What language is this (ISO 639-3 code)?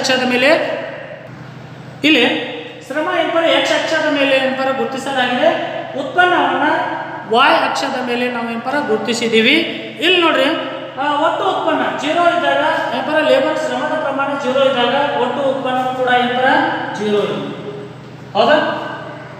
kan